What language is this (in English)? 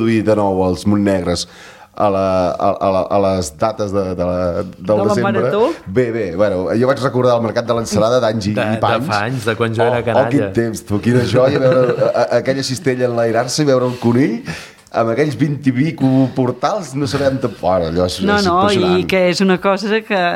Catalan